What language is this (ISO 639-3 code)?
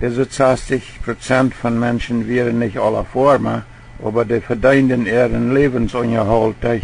pdt